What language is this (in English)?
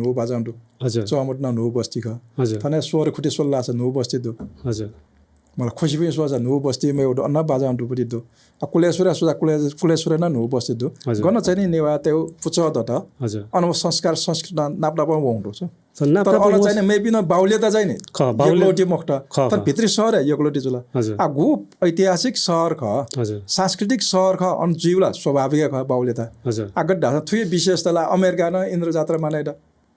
Newari